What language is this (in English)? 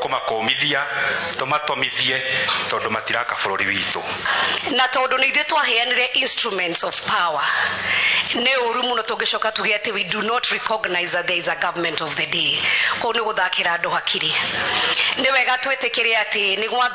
Kikuyu